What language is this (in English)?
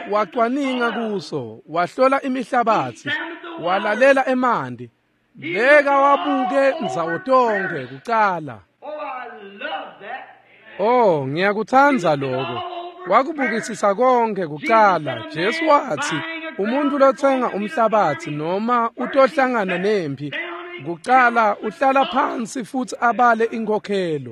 Swati